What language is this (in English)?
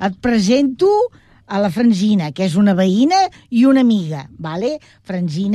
Catalan